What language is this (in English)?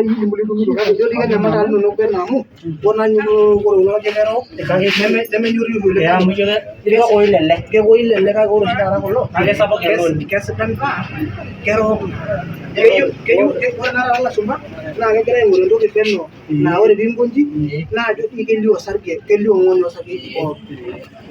Masai